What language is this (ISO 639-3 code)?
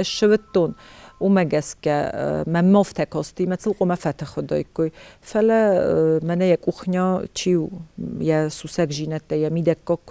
oss